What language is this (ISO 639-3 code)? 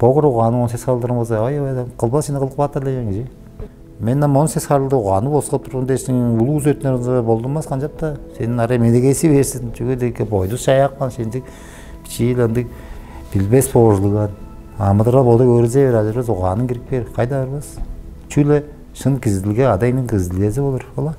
tyv